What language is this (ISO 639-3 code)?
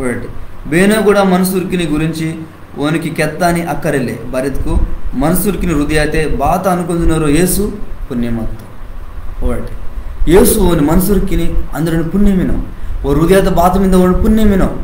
kff